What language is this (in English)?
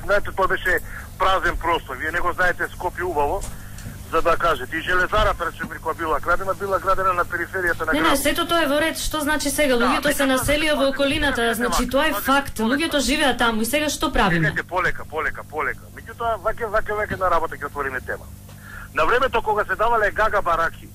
Macedonian